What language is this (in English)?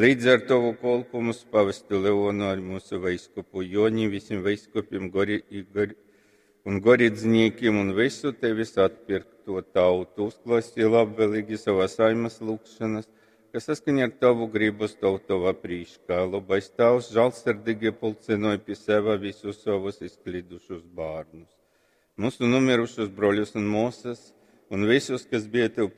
Latgalian